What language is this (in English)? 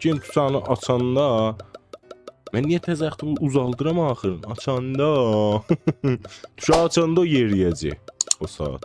South Azerbaijani